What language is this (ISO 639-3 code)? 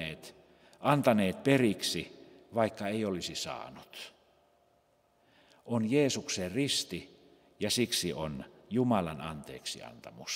fin